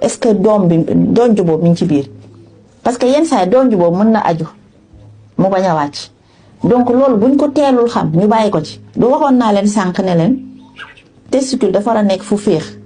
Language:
Wolof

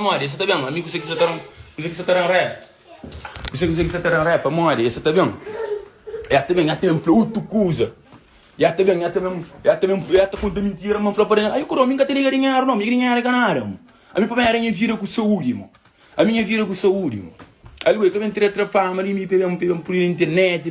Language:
Kabuverdianu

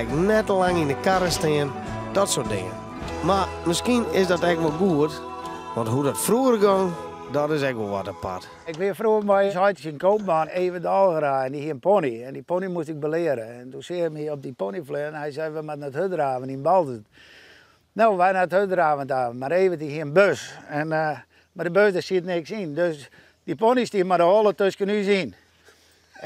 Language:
Western Frisian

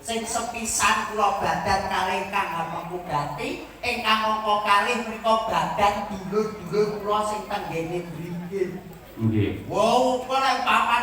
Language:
Javanese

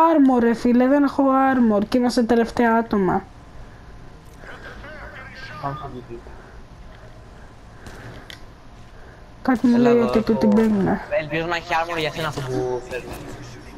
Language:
Greek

